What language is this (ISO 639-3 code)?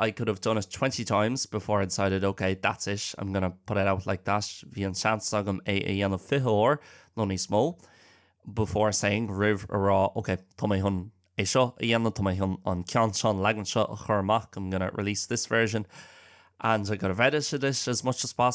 gle